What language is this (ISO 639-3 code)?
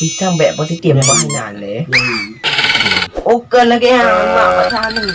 ace